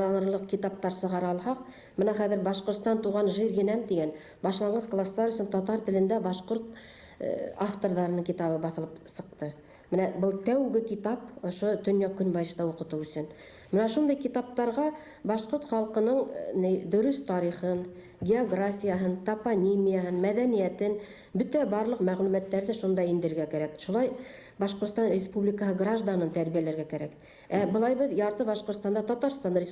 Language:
Bashkir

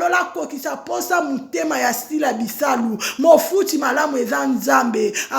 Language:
Lingala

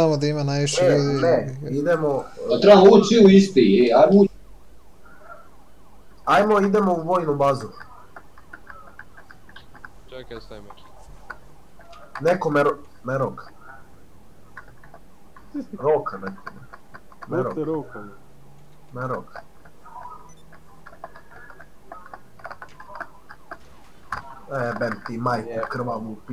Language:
Bosnian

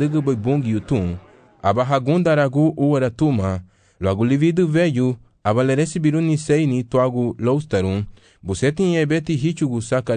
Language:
Garifuna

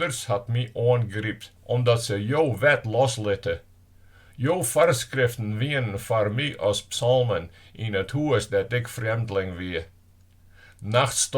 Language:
Western Frisian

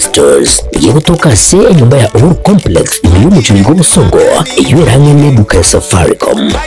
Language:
Gusii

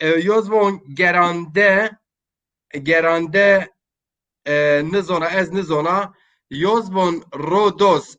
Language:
Zaza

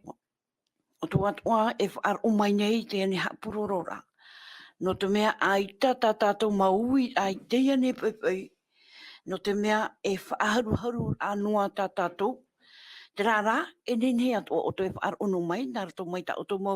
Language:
Tahitian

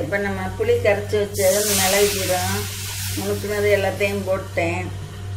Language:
Tamil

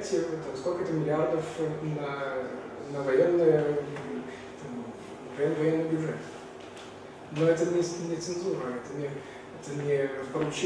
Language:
Russian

